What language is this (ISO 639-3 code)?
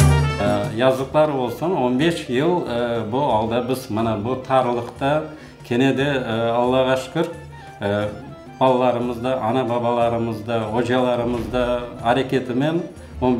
crh